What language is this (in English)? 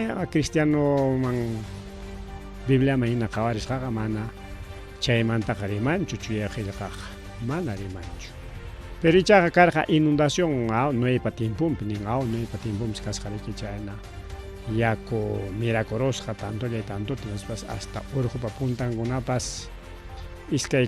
Ayacucho Quechua